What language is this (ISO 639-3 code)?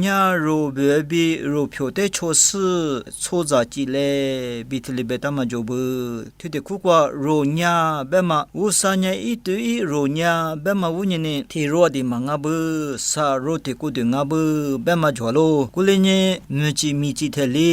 lis